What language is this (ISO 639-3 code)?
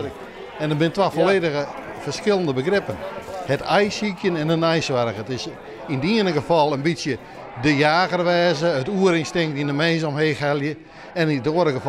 fry